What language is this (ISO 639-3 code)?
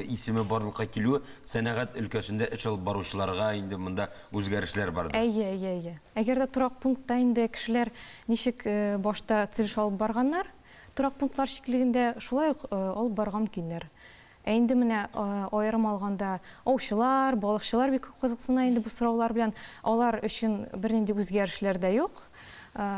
tat